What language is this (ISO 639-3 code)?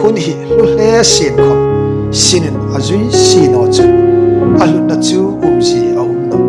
hmr